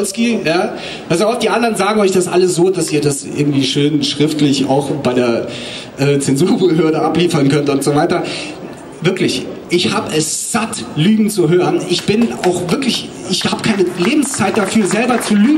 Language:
German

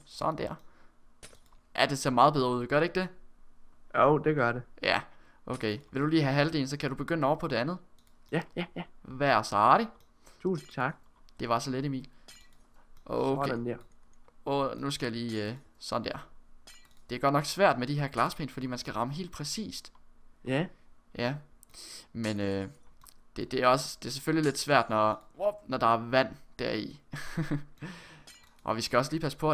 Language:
Danish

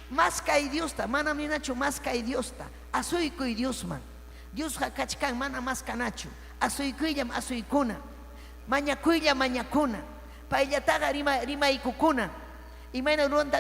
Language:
Ayacucho Quechua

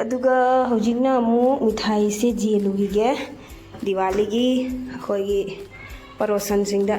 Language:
Manipuri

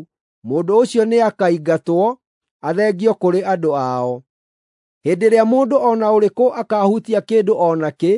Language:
Kikuyu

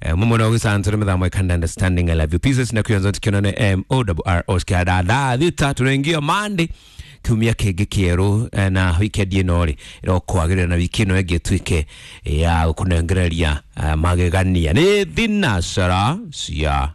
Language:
Kikuyu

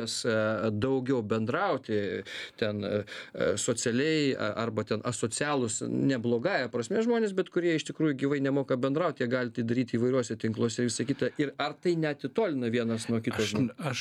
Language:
Lithuanian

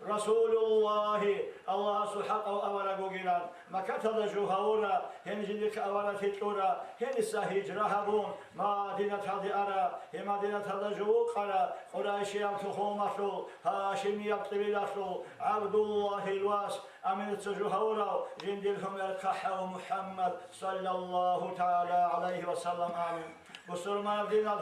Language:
Avaric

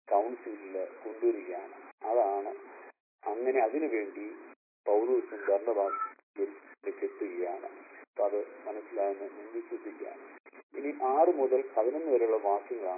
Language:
Malayalam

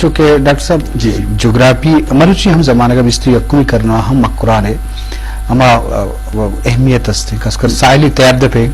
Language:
Eastern Balochi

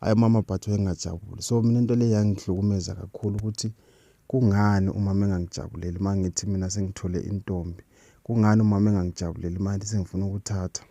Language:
Zulu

